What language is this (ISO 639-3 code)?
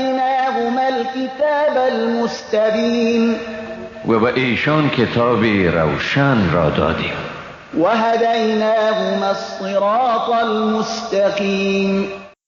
fas